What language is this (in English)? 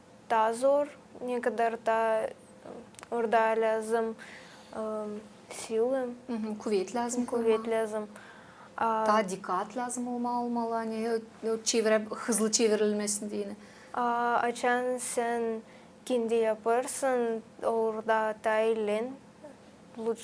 Gagauz